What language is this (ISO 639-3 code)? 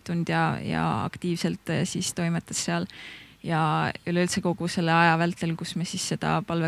est